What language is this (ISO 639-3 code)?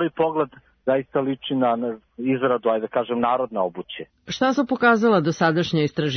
srp